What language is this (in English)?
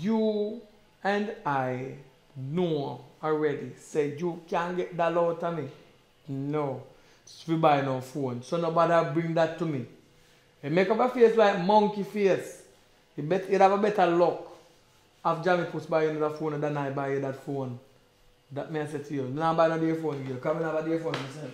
Jamaican Creole English